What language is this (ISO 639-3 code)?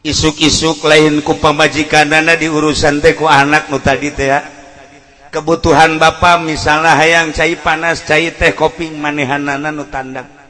sun